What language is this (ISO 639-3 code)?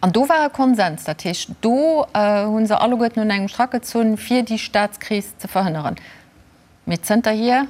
ltz